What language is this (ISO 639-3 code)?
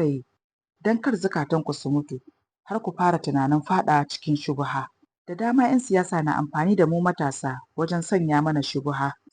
hau